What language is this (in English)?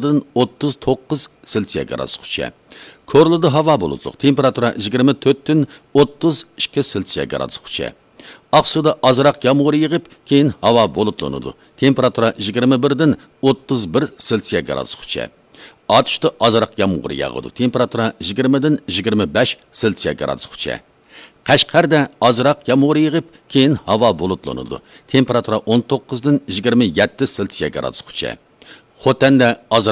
Uyghur